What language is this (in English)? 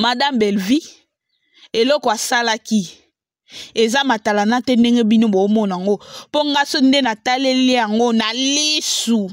Lingala